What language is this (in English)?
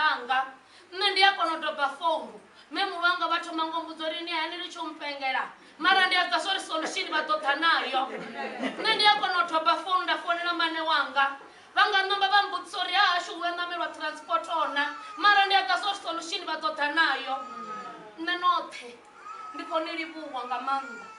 Venda